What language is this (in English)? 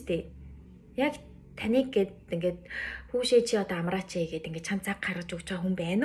Mongolian